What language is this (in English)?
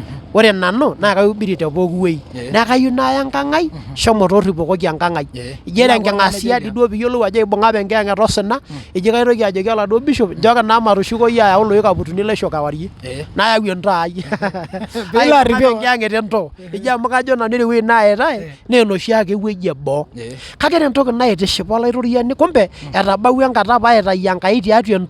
Masai